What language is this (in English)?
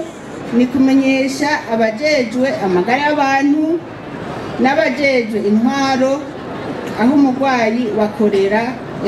Rundi